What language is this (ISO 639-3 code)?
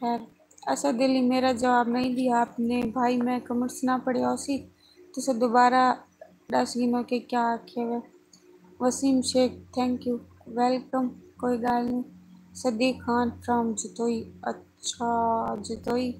skr